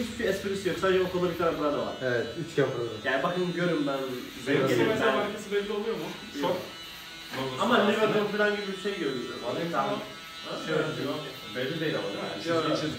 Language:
Turkish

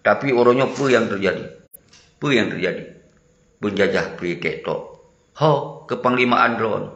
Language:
Achinese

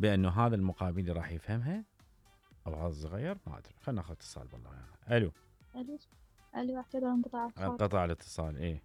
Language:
Mesopotamian Arabic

